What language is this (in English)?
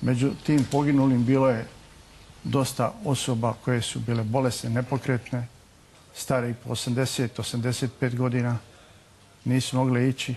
Bosnian